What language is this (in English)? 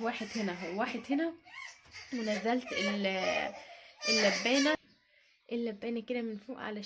Egyptian Arabic